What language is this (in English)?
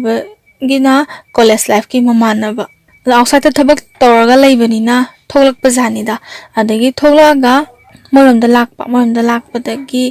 Manipuri